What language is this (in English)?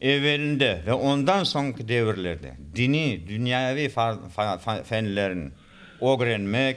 Crimean Tatar